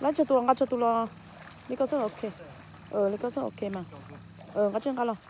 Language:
Hmong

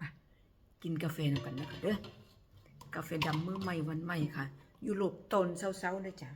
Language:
Northeastern Thai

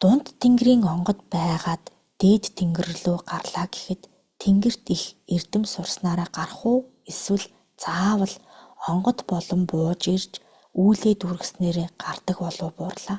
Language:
Mongolian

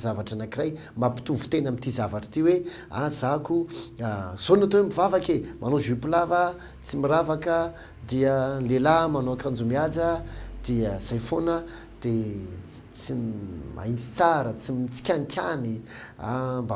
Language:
Malagasy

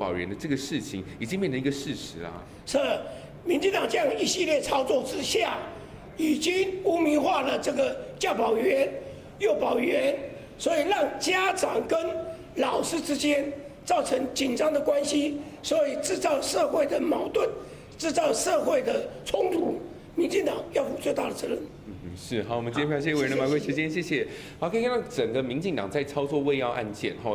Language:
Chinese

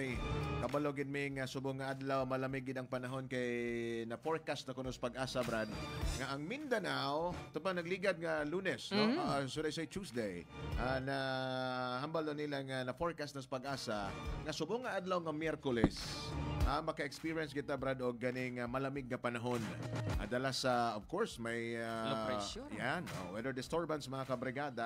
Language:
Hiligaynon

